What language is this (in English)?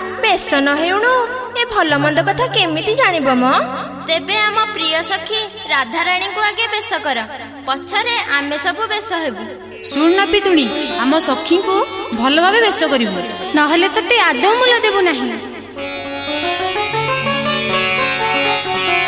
Odia